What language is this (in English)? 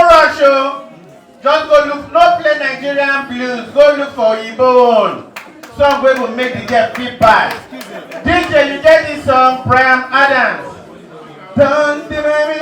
Nigerian Pidgin